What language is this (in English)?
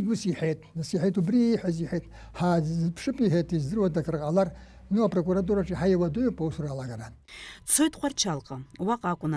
Abkhazian